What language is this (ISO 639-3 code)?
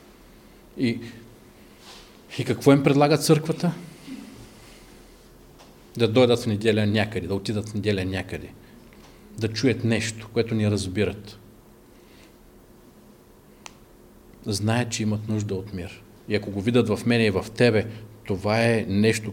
bul